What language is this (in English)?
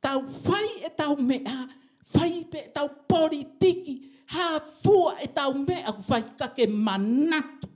Tongan